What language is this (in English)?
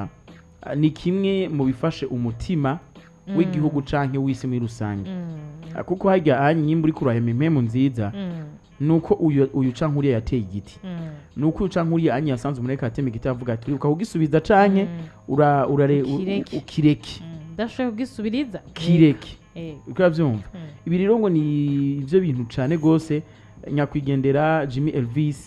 Rundi